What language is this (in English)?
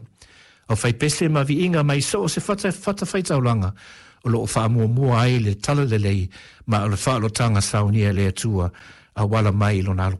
Samoan